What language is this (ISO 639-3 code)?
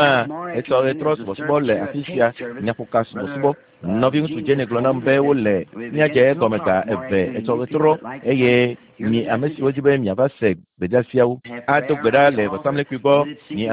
ewe